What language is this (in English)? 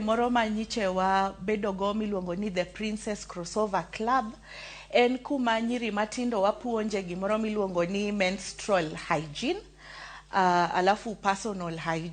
Luo (Kenya and Tanzania)